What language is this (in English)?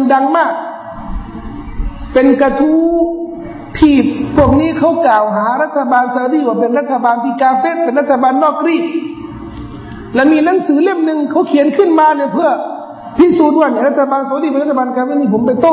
Thai